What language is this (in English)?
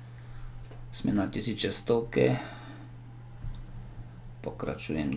Slovak